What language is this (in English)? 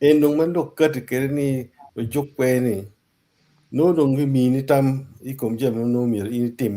Acoli